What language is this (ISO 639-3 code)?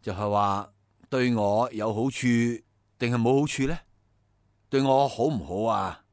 yue